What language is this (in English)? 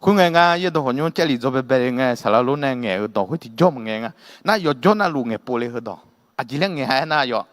Akha